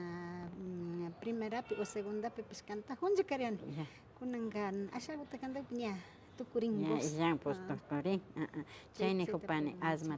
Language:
Imbabura Highland Quichua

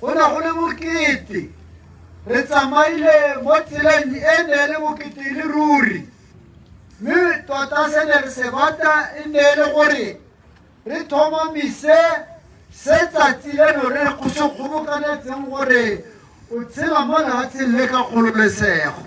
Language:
Tswana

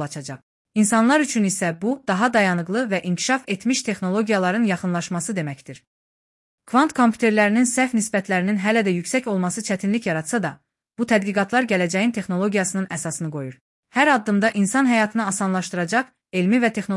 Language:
Azerbaijani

